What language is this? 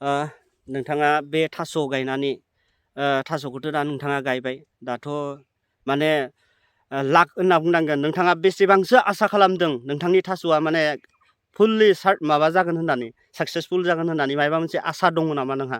Bodo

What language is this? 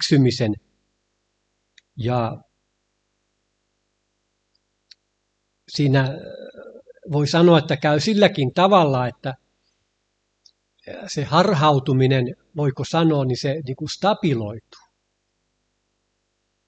Finnish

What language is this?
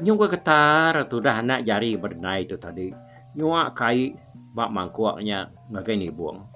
Iban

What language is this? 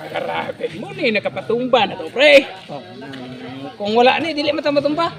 Cebuano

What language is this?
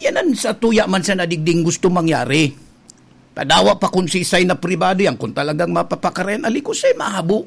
Bikol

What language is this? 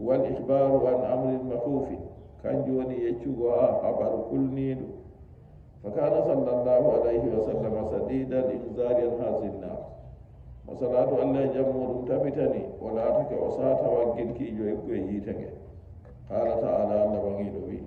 Nigerian Fulfulde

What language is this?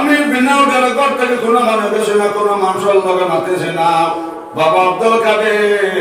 Sylheti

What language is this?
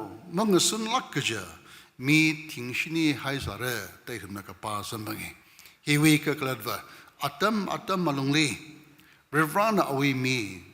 Tangkhul Naga (India)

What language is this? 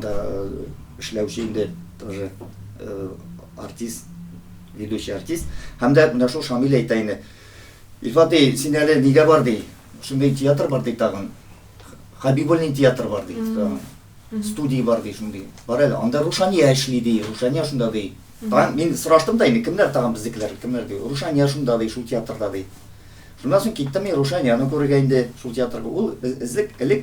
Tatar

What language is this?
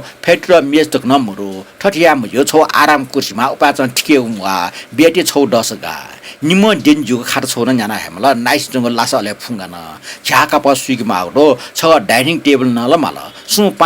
Newari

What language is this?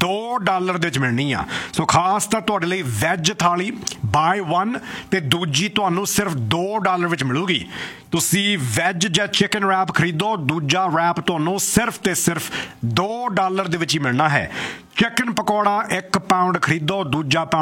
Punjabi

